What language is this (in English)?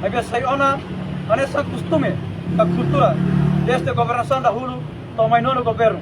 Tetum